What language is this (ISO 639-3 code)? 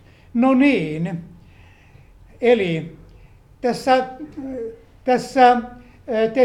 fin